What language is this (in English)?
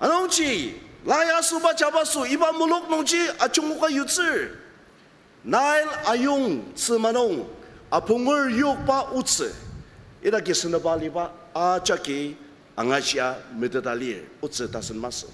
Ao Naga